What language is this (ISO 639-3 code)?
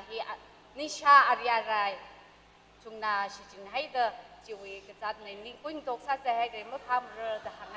nmf